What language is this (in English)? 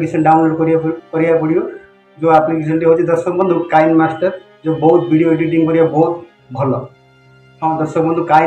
Odia